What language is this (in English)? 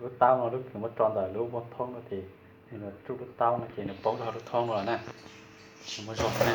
Hmong